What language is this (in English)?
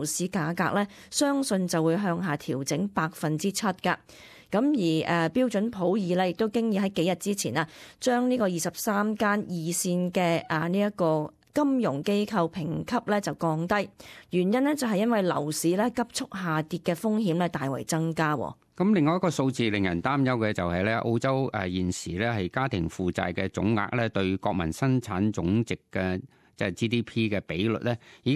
Cantonese